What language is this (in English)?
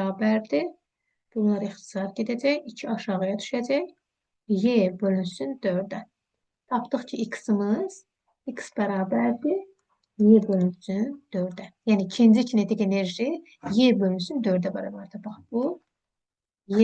Azerbaijani